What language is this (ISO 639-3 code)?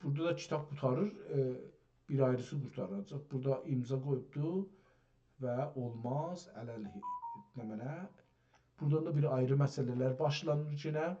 azb